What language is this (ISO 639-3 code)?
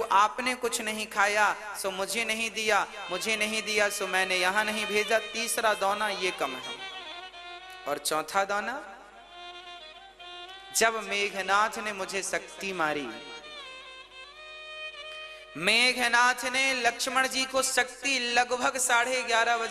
hin